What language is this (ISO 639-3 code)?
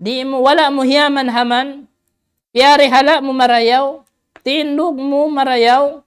tsg